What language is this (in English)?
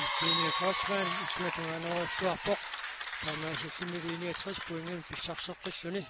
Kalaallisut